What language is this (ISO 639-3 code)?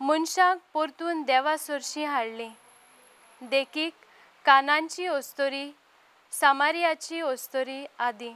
kok